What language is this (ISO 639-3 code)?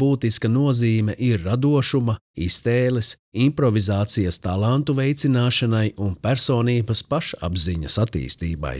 lav